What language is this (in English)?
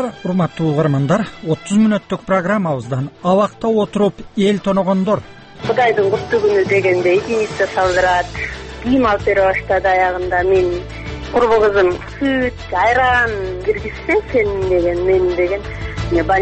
Kyrgyz